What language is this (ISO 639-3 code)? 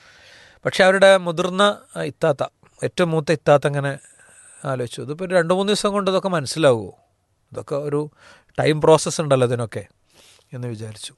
mal